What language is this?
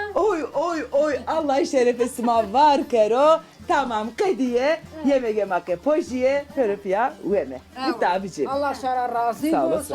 Zaza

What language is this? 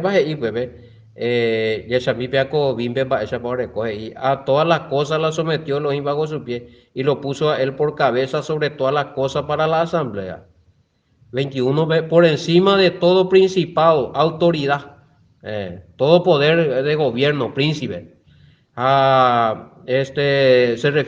Guarani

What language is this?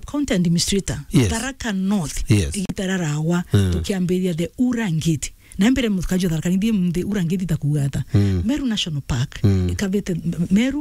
Meru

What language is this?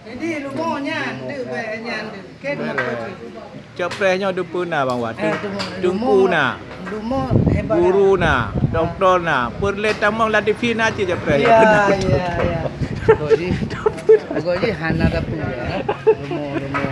Achinese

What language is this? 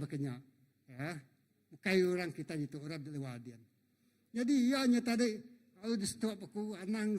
Iban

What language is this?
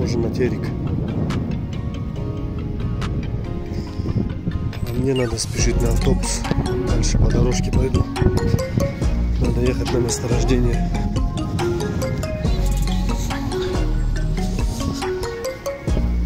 Russian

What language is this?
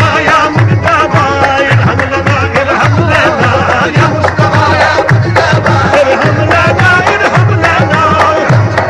Urdu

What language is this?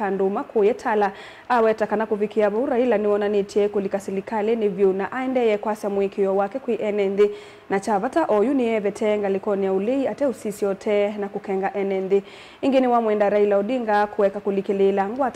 Kamba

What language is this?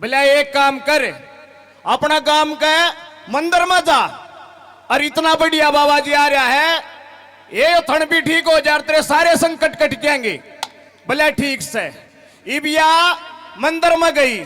Haryanvi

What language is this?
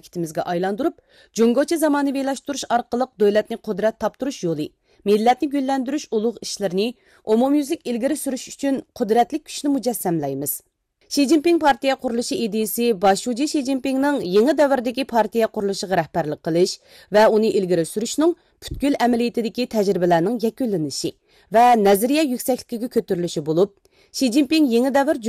Uyghur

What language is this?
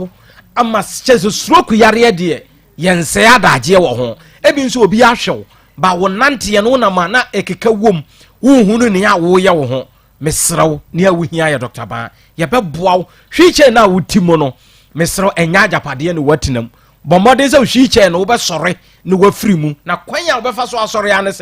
Akan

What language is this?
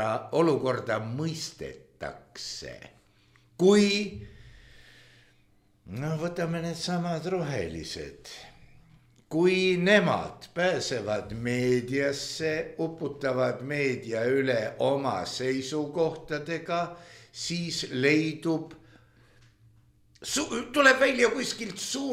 Estonian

